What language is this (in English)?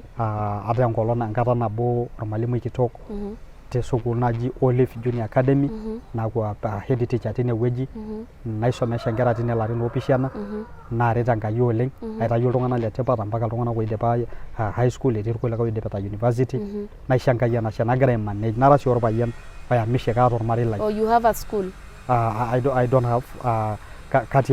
Masai